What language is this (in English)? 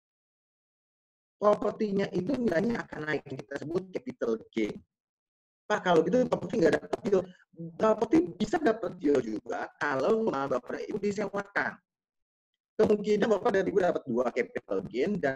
Indonesian